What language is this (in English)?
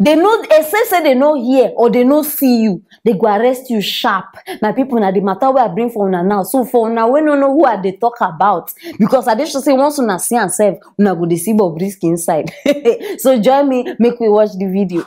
Nigerian Pidgin